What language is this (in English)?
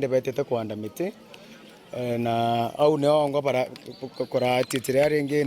Meru